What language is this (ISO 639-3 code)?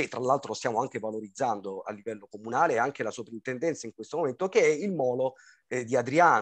ita